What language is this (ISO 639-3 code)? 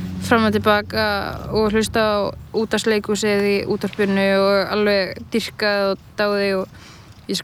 isl